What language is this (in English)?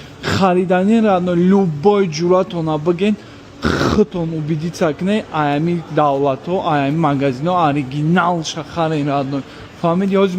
Tajik